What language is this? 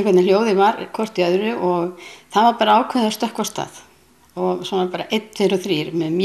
Icelandic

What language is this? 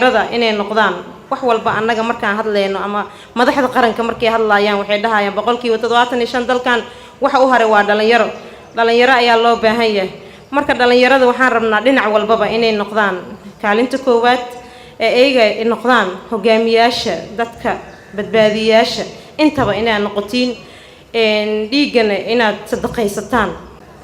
Somali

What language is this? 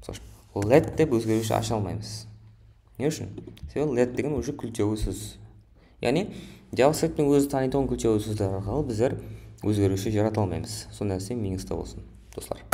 Kara-Kalpak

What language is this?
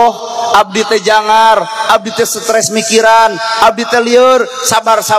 Sundanese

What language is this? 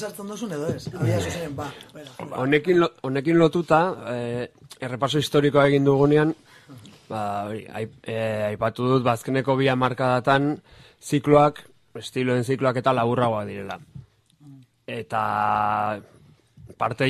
Basque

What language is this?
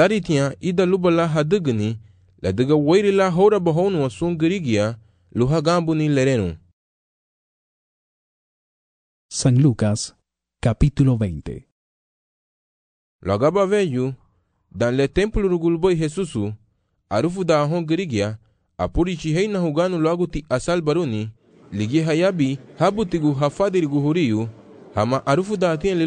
Garifuna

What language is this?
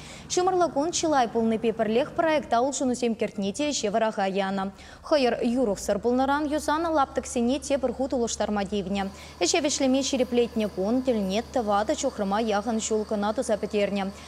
Chuvash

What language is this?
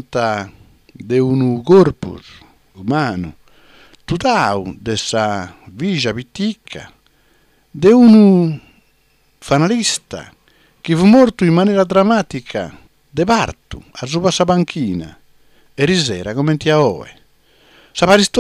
Sardinian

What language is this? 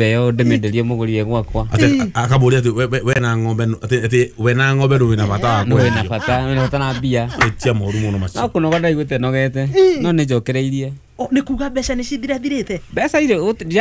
Kikuyu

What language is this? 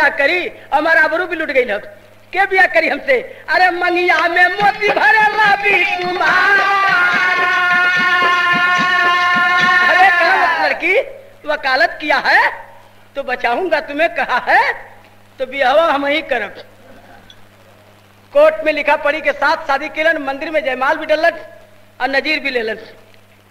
Bhojpuri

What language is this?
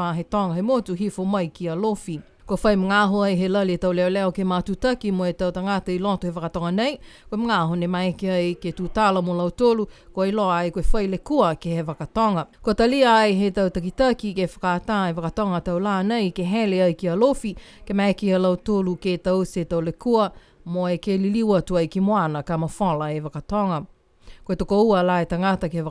Niuean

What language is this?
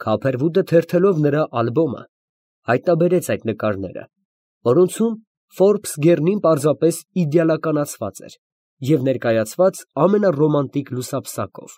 Armenian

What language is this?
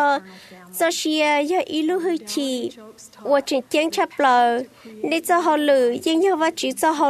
Vietnamese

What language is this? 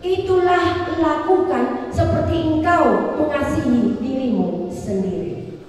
Batak Toba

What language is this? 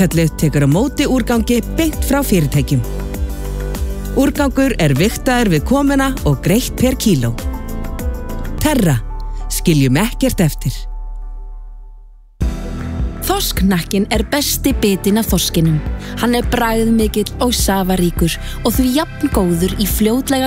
Icelandic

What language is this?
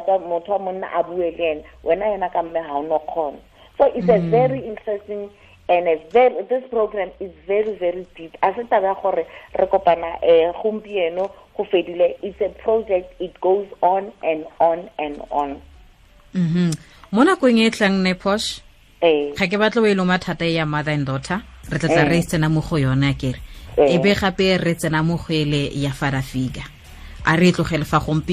Tswana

